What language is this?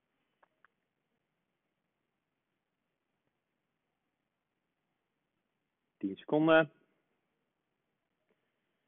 Dutch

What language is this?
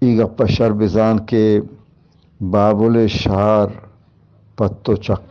Eastern Balochi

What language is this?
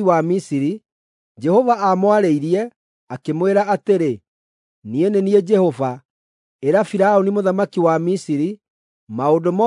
Kikuyu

